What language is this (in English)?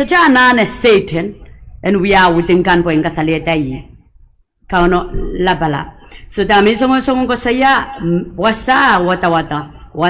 Pohnpeian